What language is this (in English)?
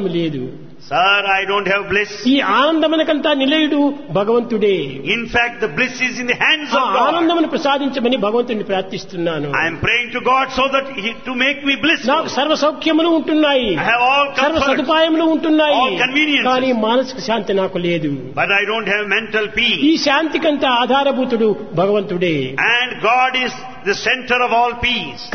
Telugu